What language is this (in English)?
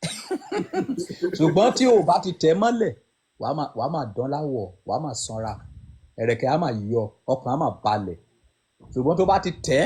Yoruba